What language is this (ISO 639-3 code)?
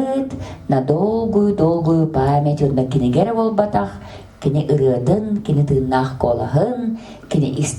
sah